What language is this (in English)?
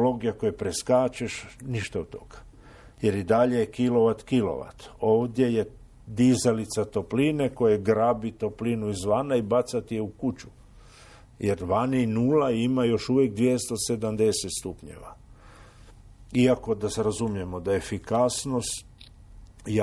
Croatian